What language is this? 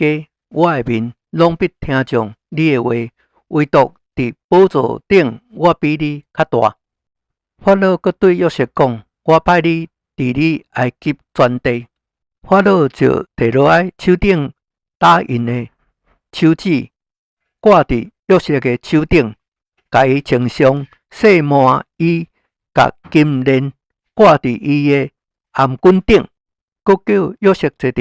Min Nan Chinese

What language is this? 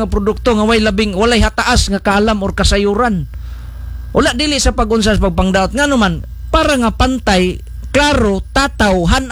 Cebuano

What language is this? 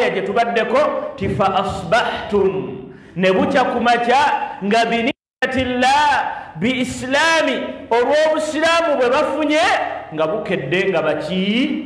Ganda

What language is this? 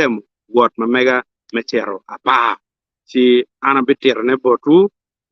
Acoli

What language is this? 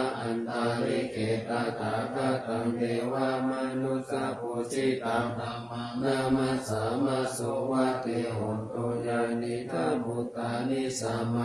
Pali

